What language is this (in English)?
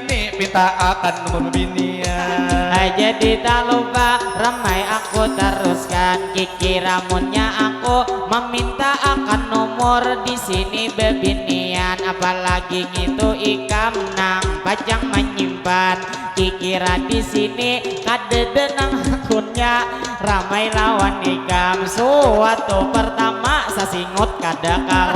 Banjar